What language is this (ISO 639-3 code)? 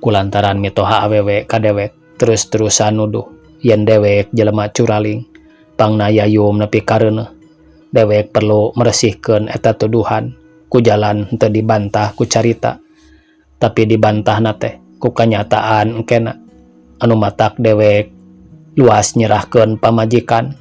sun